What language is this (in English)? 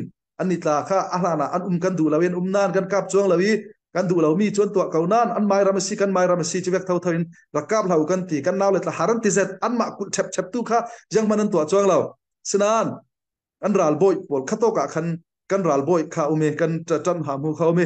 Falam Chin